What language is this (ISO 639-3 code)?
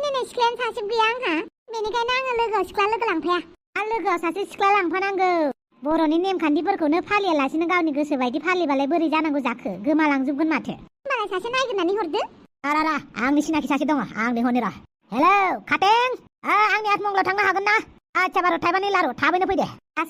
brx